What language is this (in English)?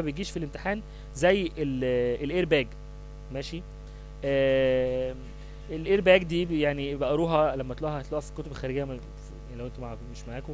Egyptian Arabic